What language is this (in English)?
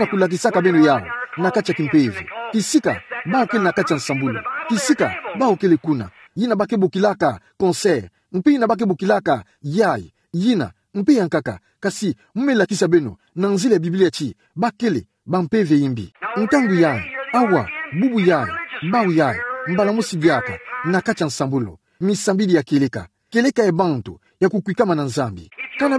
Kituba (Democratic Republic of Congo)